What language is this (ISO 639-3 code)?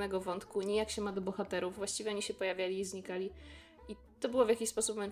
pol